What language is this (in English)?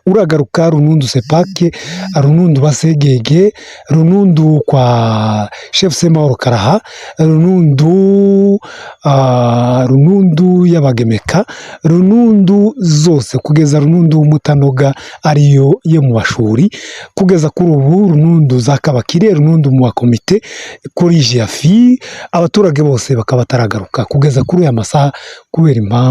Kinyarwanda